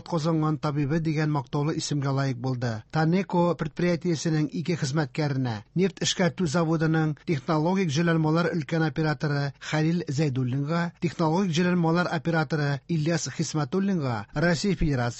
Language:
Tatar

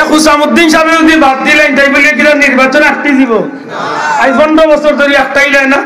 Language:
Sylheti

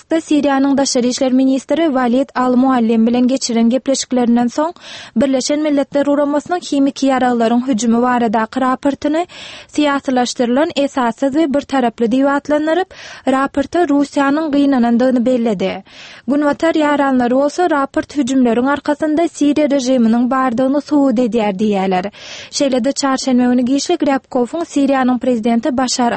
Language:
Turkmen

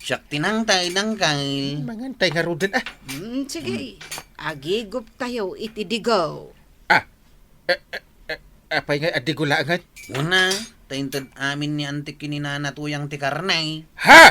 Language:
Iloko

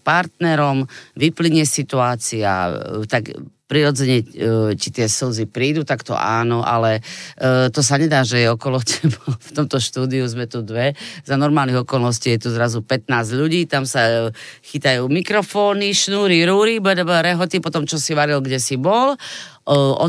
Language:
Slovak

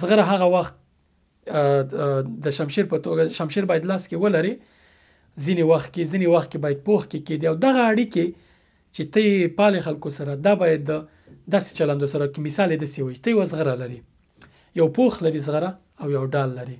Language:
Pashto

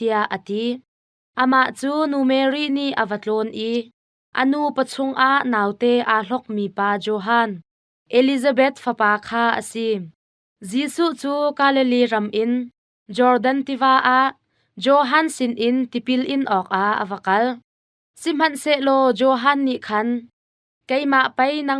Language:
Hakha Chin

